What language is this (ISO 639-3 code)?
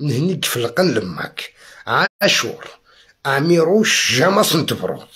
arq